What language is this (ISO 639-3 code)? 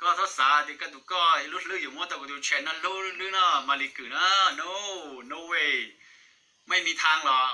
hmn